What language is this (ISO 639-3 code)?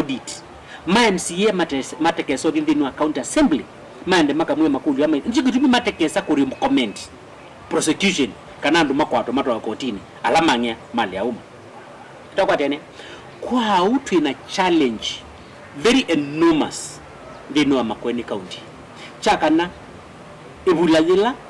kam